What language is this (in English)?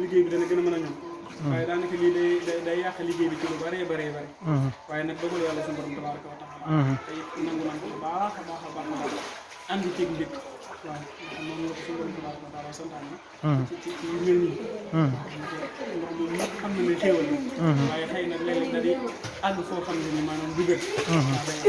Wolof